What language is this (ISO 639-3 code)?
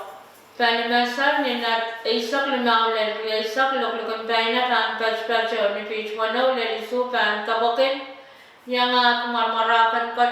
pon